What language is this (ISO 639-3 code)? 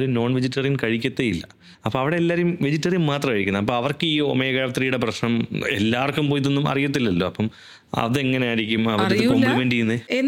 mal